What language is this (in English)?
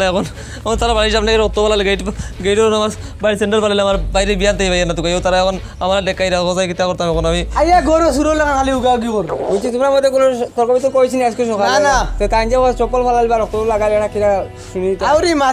Sylheti